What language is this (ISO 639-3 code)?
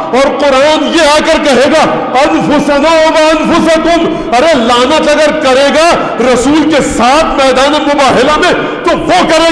urd